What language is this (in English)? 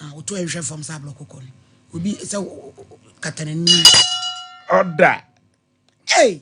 Akan